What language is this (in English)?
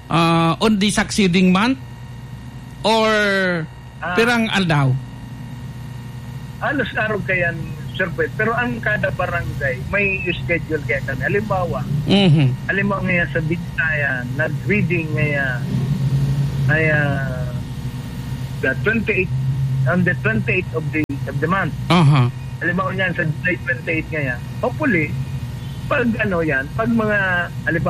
Bikol